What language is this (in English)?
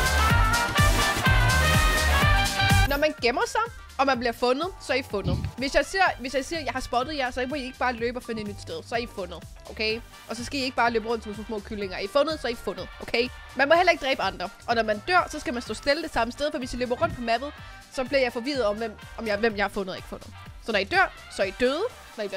Danish